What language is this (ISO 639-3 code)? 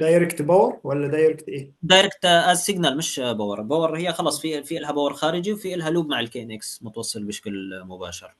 arz